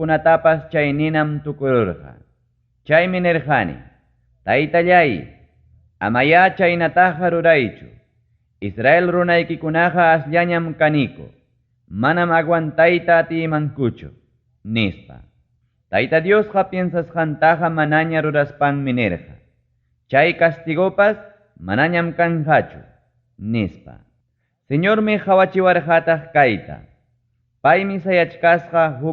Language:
Ayacucho Quechua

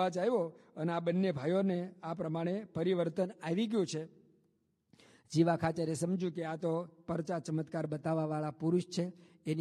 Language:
Gujarati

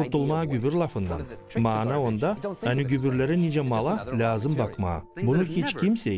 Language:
Gagauz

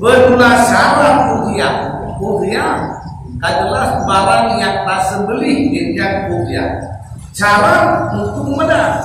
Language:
Achinese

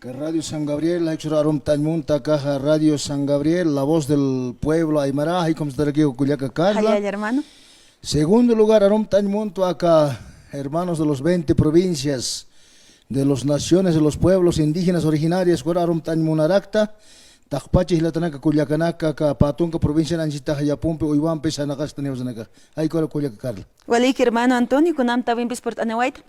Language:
Aymara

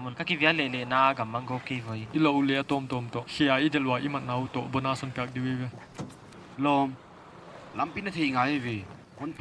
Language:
Paite Chin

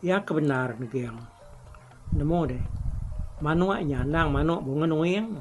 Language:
Iban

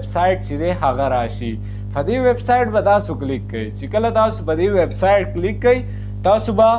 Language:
Pashto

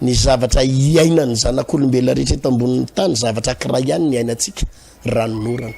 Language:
Malagasy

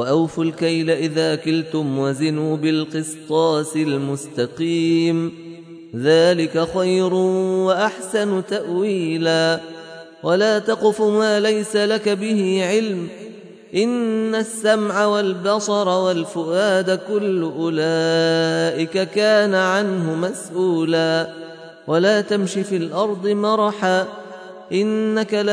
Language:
Arabic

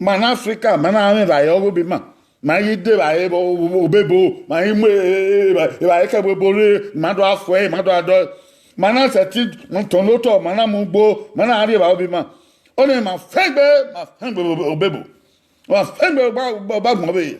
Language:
Bini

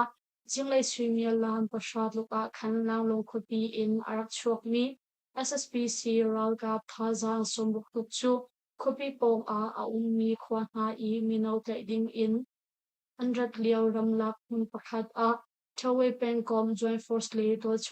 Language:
Hakha Chin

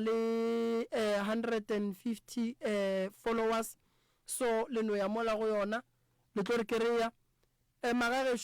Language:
Northern Sotho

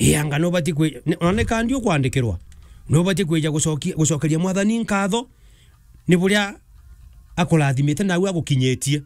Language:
Meru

